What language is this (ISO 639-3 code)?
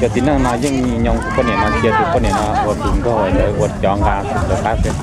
hmn